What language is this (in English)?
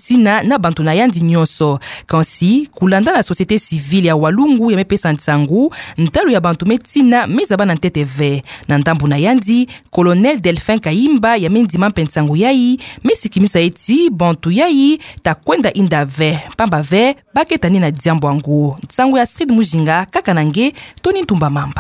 Kituba (Democratic Republic of Congo)